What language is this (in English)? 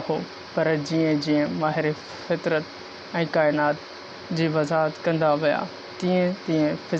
Sindhi